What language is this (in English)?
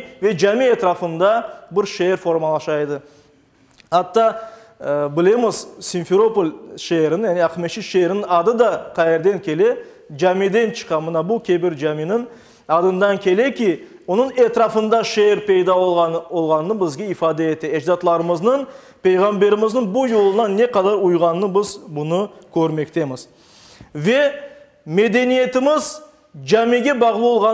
Crimean Tatar